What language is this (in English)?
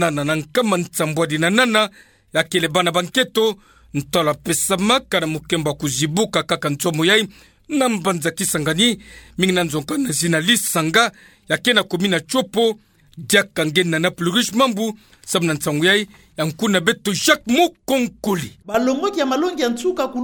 Kituba (Democratic Republic of Congo)